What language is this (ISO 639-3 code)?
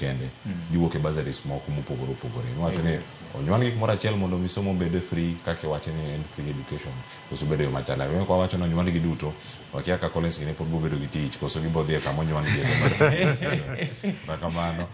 luo